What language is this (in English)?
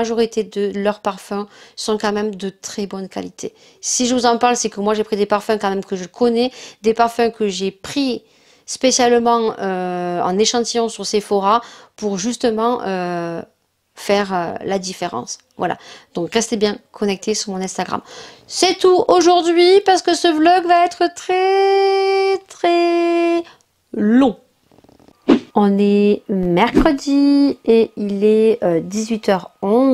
French